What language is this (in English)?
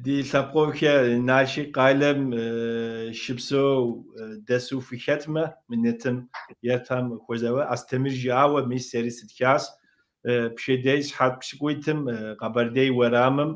Kabardian